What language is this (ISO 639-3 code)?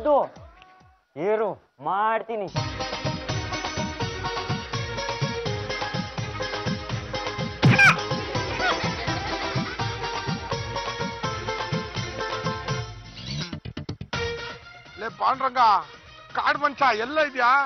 kan